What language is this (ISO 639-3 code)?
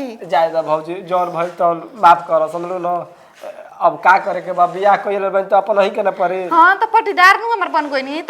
bho